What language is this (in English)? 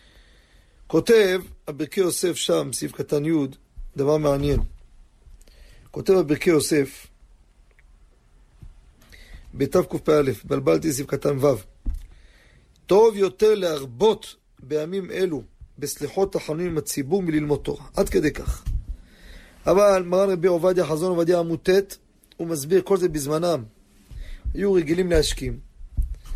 Hebrew